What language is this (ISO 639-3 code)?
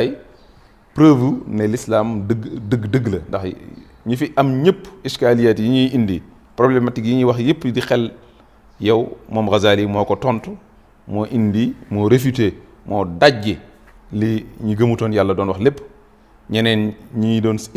wol